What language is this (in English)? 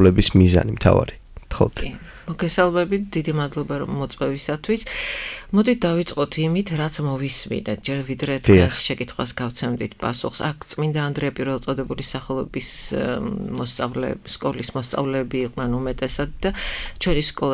Georgian